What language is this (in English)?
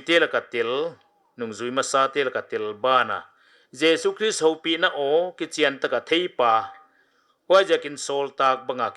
Paite Chin